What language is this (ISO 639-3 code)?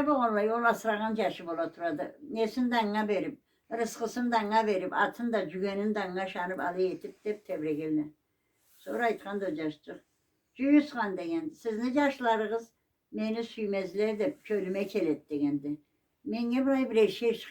krc